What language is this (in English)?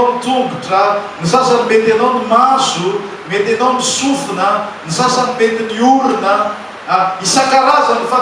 Malagasy